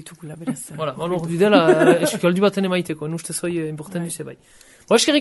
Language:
Basque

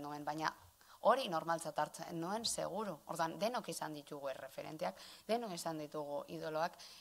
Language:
Basque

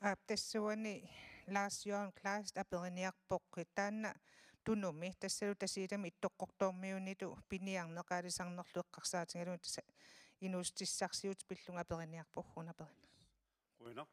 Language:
Kalaallisut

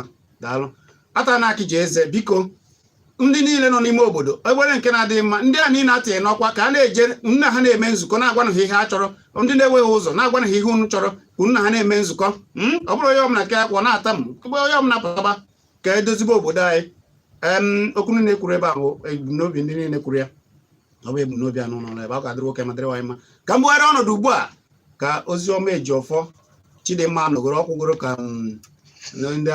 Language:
Igbo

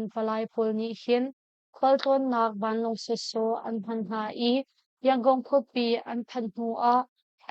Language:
Hakha Chin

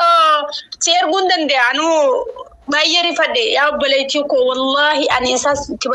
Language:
Oromo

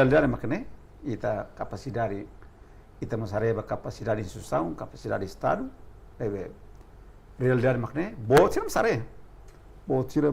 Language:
Tetum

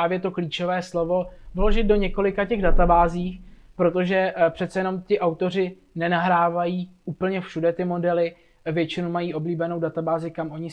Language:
Czech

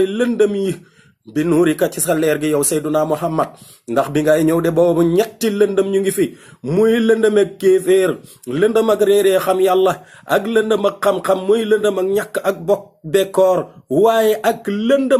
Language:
Wolof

